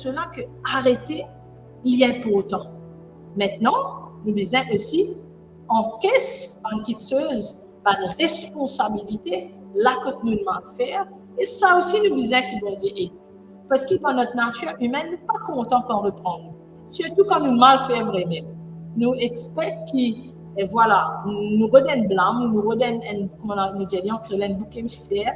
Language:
Morisyen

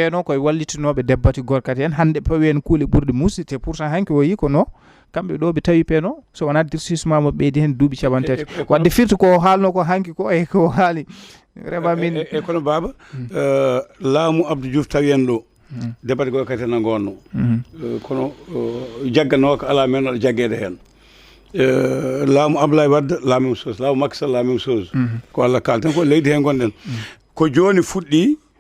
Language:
Fula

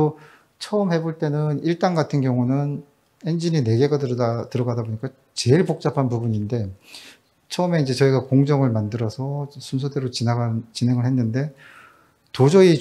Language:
Korean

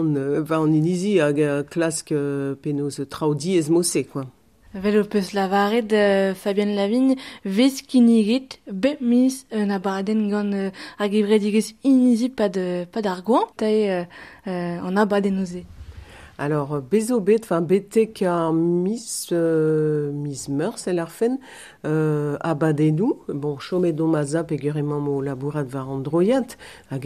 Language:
Breton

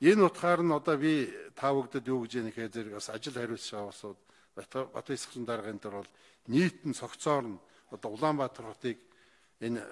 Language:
Mongolian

